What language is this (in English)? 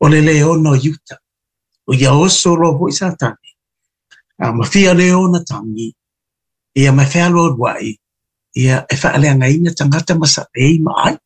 Samoan